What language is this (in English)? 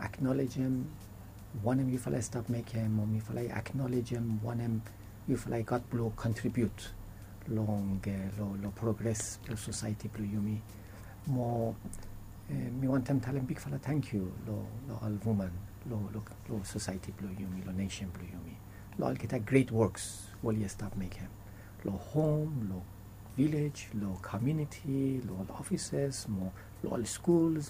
Bislama